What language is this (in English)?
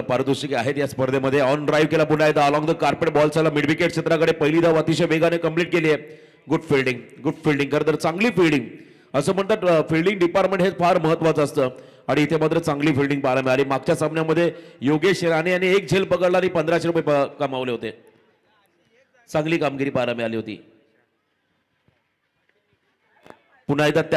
Marathi